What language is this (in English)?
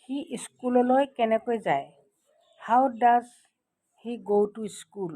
Assamese